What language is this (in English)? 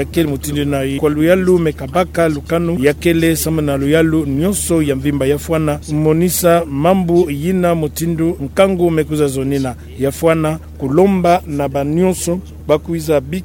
Kituba (Democratic Republic of Congo)